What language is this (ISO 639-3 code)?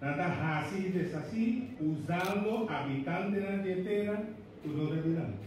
pap